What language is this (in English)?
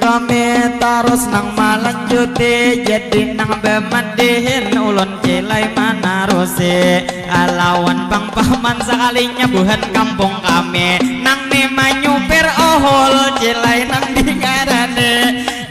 Banjar